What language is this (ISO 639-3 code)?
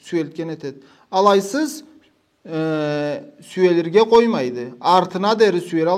krc